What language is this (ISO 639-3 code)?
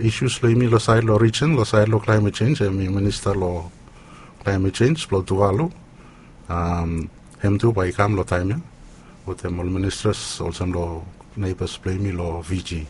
bis